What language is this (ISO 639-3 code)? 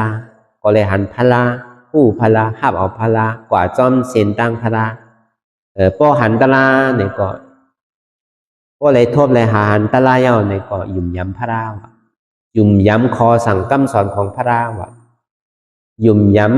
shn